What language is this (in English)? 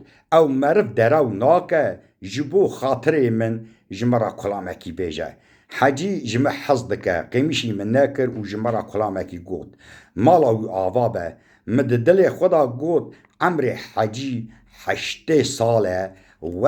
Kurdish